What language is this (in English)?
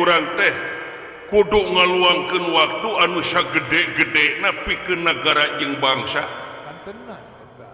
Sundanese